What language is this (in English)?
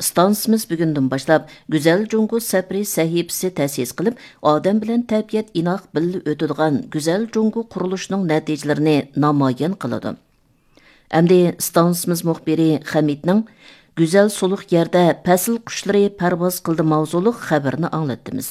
Uyghur